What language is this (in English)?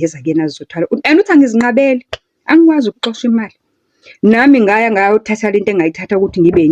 Zulu